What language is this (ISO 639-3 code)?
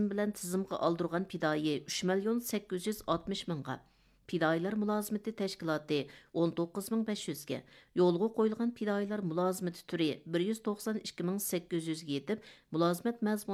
uig